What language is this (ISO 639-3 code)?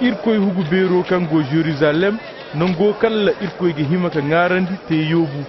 ses